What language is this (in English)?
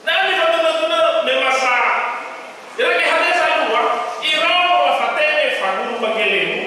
Nias